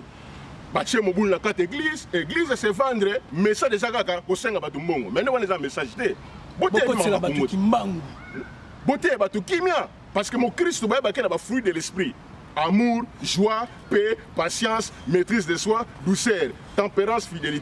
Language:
Lingala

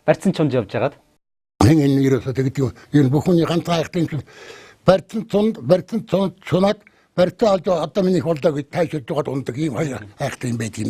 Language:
Mongolian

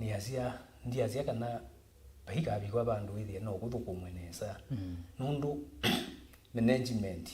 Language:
Kamba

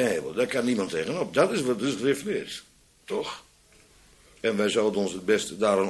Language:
Dutch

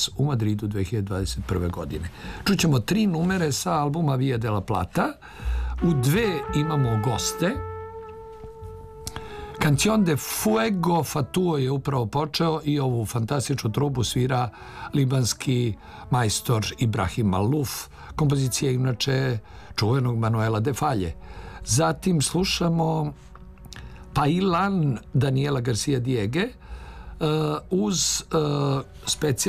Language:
Serbian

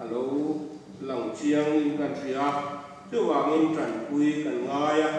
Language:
Mizo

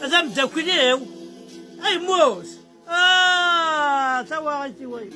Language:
Kabyle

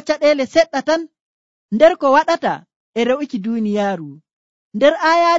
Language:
Nigerian Fulfulde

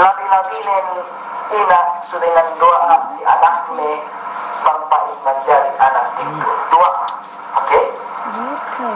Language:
Yakan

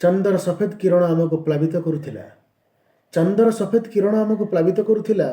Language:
Odia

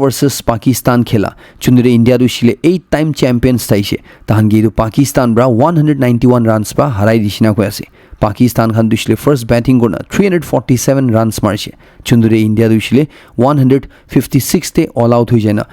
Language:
Naga Pidgin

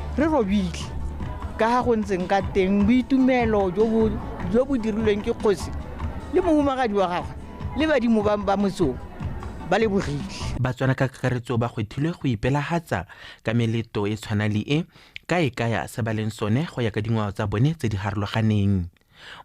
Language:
Tswana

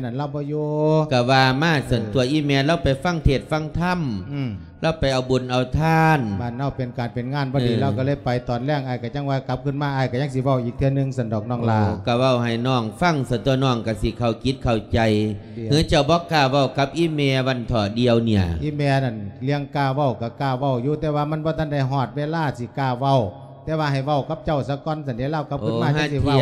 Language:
Lao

